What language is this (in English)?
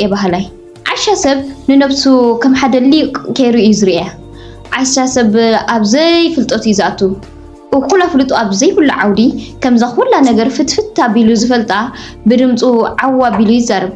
Tigrinya